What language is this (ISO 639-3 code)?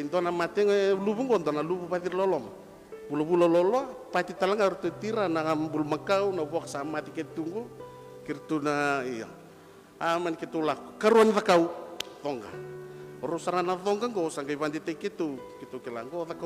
fij